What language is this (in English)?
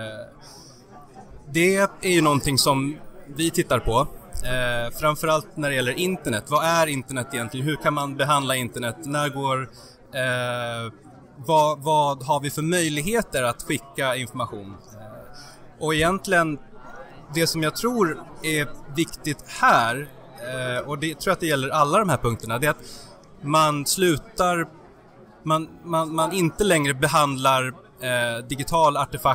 Swedish